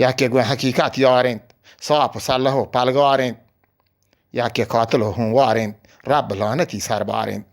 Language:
Eastern Balochi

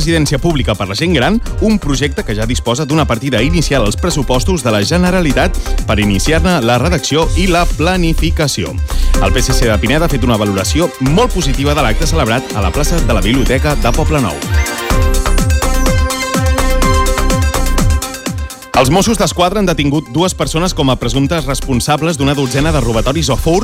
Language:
Catalan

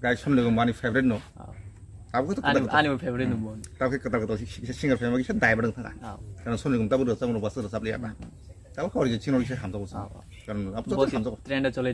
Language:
Kok Borok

